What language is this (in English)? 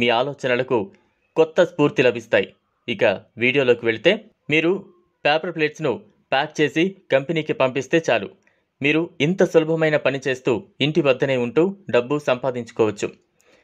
Telugu